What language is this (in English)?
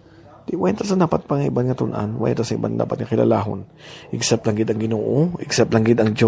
Hiligaynon